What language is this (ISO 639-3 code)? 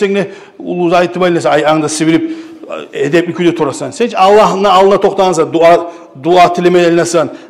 kum